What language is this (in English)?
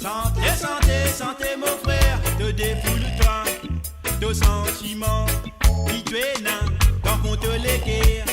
Morisyen